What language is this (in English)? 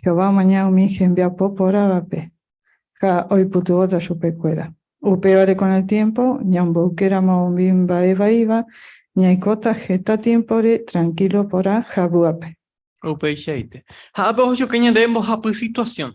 Guarani